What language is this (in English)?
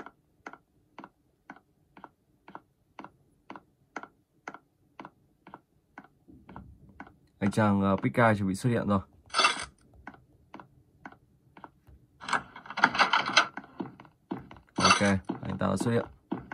Vietnamese